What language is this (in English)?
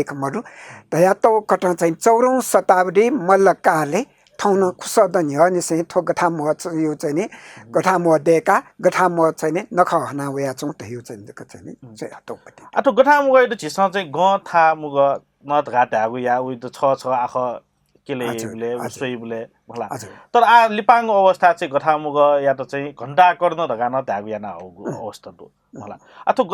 Newari